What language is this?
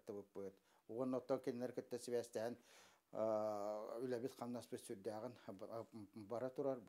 Yakut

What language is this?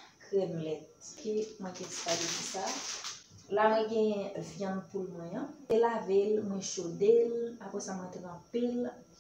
Haitian Creole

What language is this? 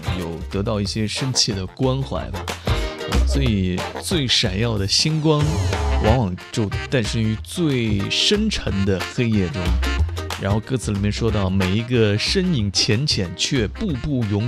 Chinese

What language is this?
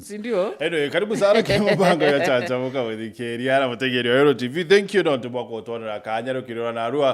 Meru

